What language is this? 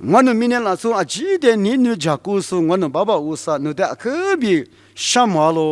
Lisu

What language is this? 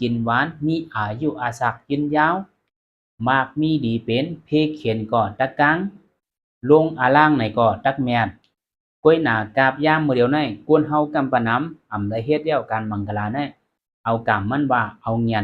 Shan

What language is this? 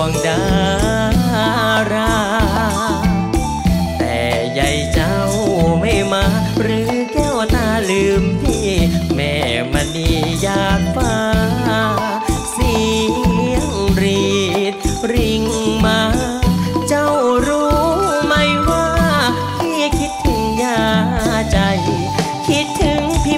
Thai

